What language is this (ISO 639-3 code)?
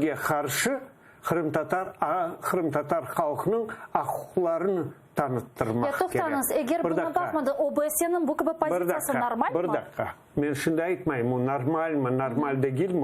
crh